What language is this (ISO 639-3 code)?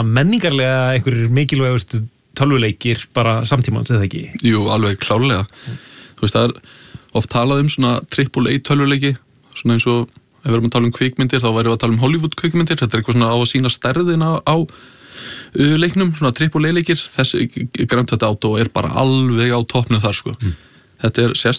isl